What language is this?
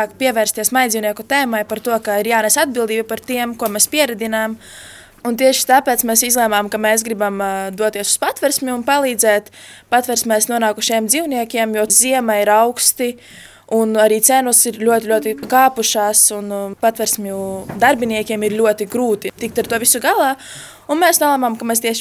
Latvian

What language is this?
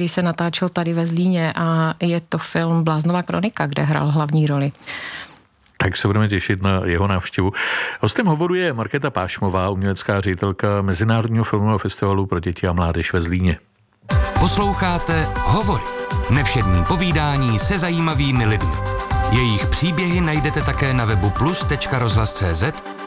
Czech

